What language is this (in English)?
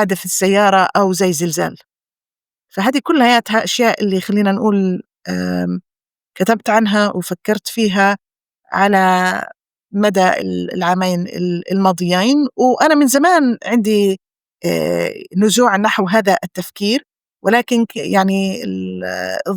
North Levantine Arabic